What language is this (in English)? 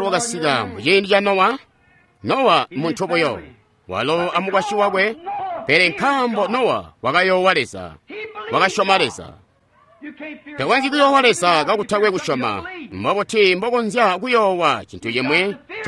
Tonga (Zambia)